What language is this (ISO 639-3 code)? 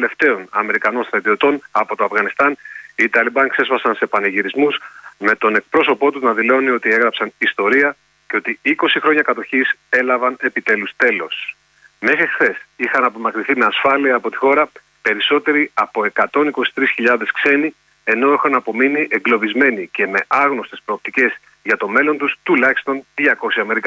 ell